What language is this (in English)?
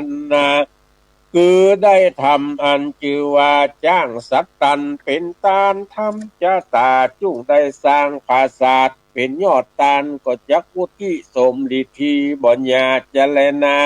Northern Thai